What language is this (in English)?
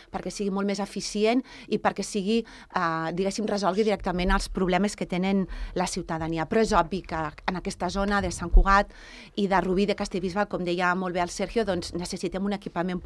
Catalan